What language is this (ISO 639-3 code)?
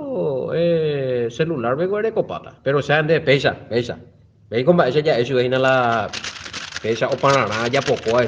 grn